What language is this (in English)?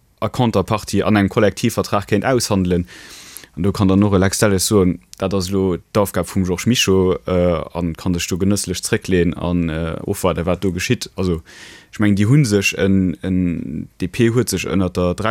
Luxembourgish